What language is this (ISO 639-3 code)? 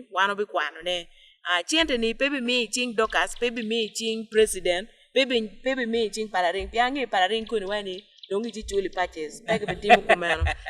ach